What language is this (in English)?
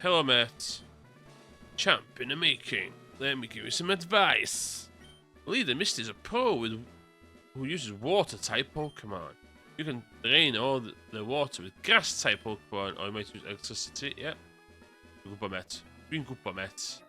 Welsh